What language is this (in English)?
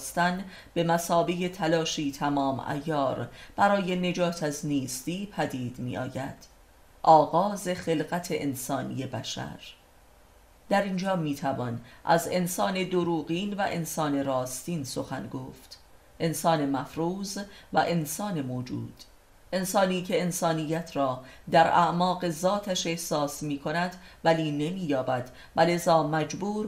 Persian